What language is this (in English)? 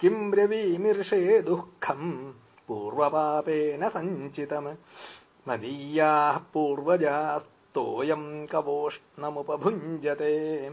Sanskrit